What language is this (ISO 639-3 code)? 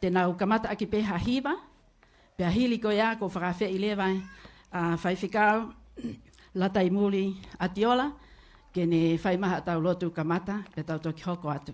ton